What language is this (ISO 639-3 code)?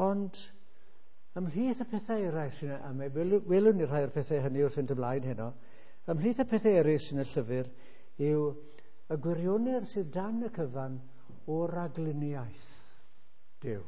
cym